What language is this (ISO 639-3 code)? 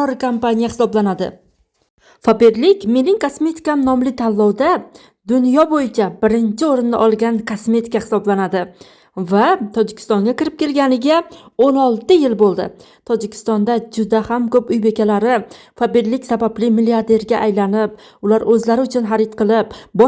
uzb